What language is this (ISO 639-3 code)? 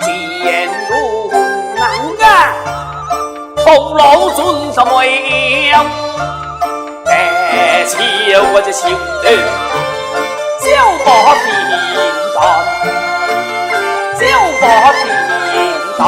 cpx